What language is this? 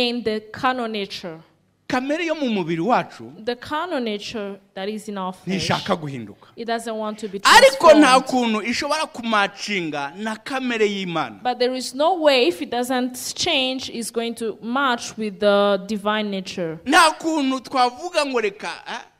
Kinyarwanda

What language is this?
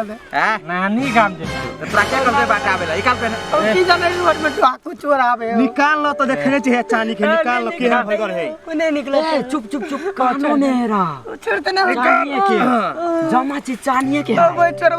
Maithili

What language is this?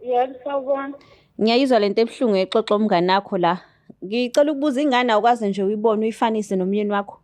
Zulu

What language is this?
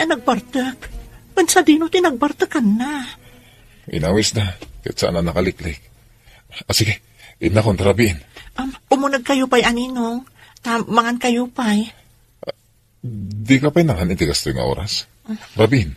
Iloko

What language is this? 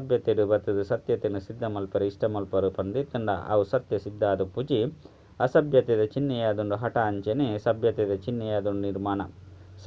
Tulu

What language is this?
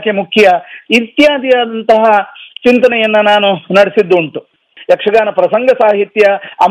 Kannada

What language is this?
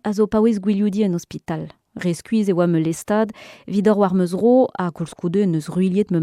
Breton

